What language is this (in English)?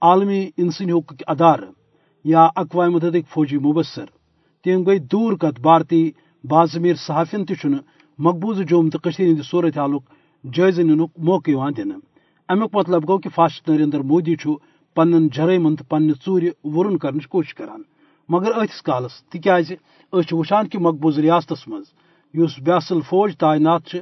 Kashmiri